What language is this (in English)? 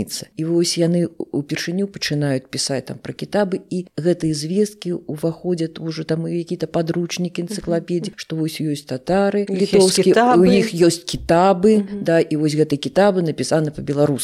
Belarusian